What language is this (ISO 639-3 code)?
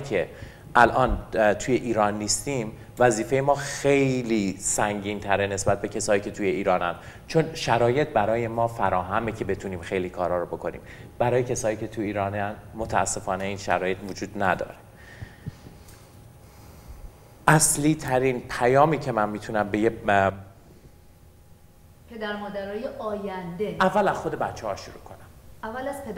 fas